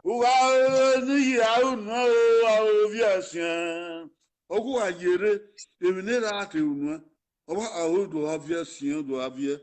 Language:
Bini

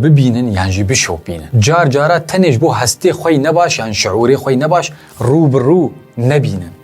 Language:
Kurdish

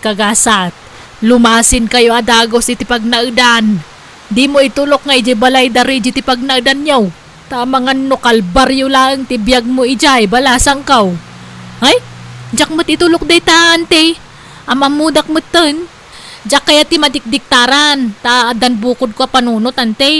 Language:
Iloko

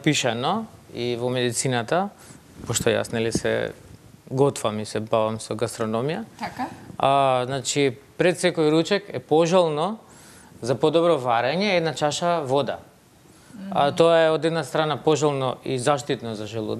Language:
Macedonian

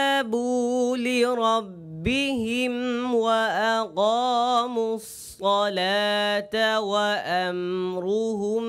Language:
Divehi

